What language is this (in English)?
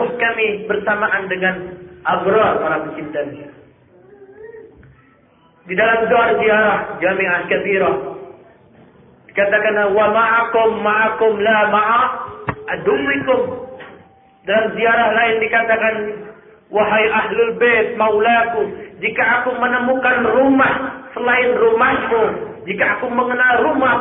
Indonesian